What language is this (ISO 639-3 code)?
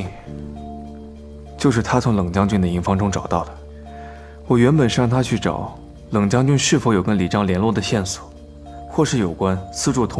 zho